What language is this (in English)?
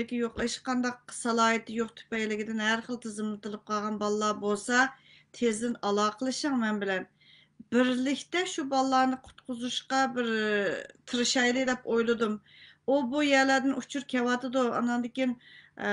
Uyghur